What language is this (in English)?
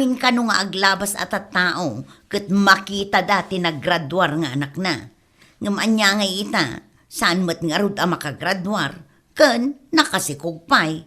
Iloko